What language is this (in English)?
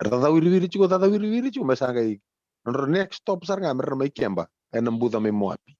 Fijian